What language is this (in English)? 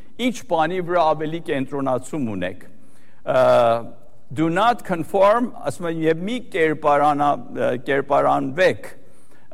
Armenian